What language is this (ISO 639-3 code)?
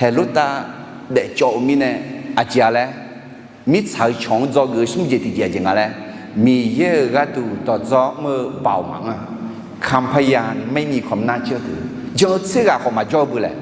ahk